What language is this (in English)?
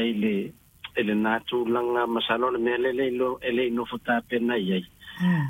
Samoan